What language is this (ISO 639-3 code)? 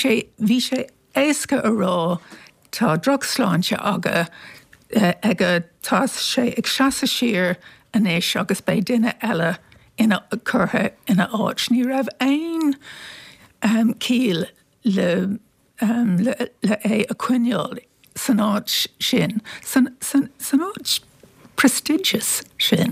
gle